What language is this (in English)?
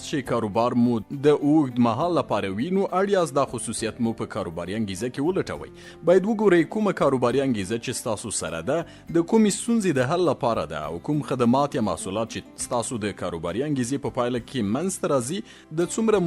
Pashto